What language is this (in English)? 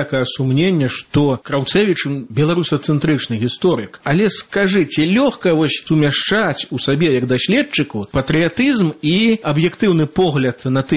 Belarusian